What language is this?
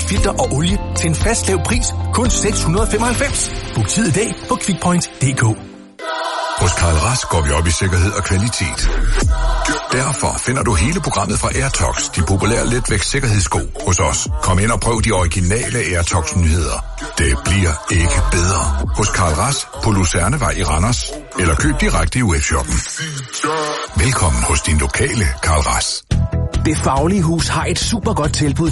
Danish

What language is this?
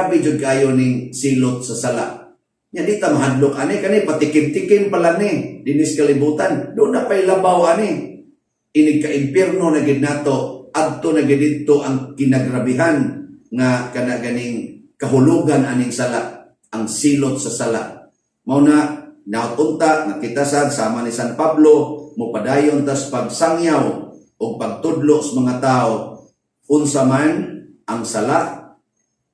Cebuano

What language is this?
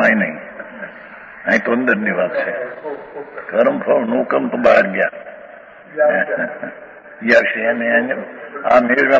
Gujarati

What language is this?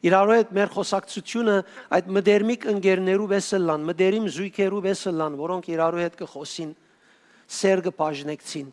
Western Armenian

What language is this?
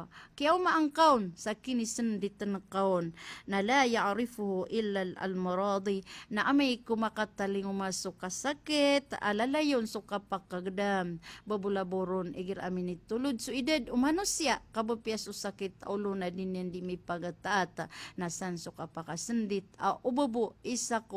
Maranao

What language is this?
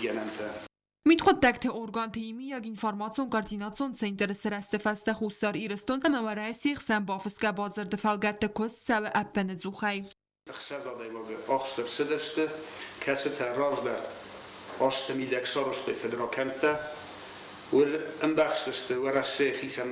Ossetic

